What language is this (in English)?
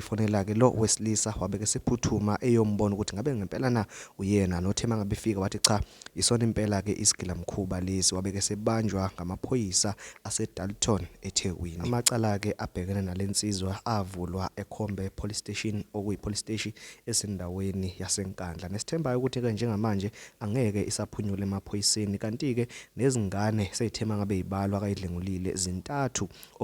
Zulu